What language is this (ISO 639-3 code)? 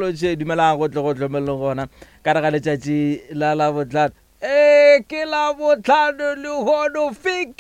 nso